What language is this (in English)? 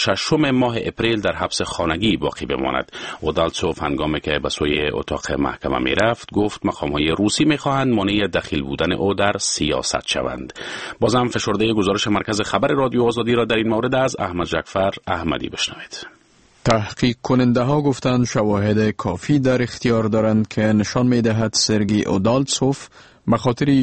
Persian